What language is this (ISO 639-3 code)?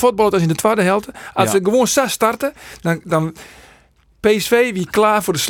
fry